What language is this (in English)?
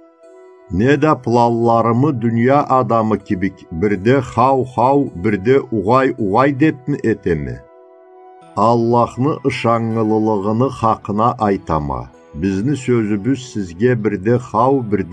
Karachay-Balkar